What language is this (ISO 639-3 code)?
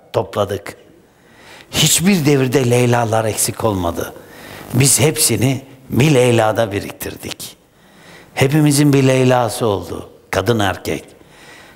tur